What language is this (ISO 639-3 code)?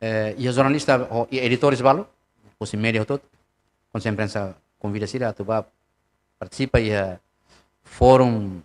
tet